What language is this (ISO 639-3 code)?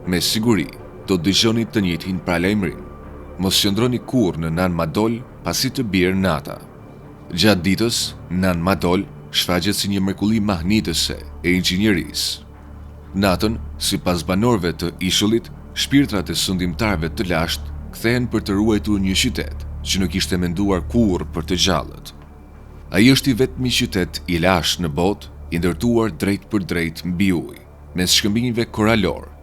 sqi